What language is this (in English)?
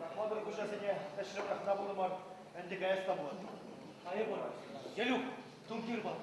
Chuvash